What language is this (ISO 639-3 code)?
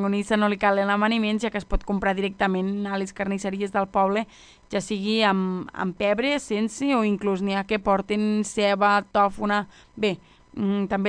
cat